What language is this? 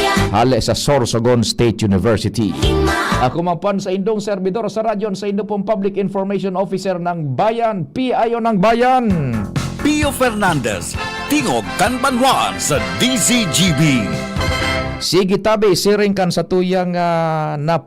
Bikol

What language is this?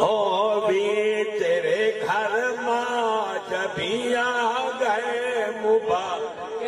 Saraiki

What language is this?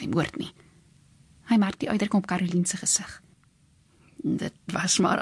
Afrikaans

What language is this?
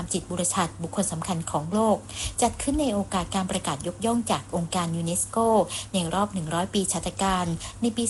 Thai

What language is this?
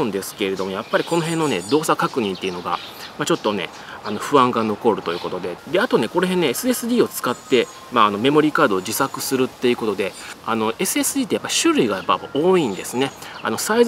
Japanese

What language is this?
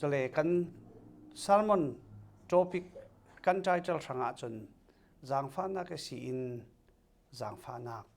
Falam Chin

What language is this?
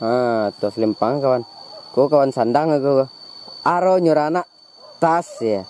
Minangkabau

